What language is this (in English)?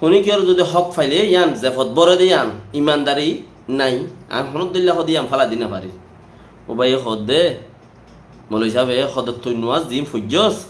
Rohingya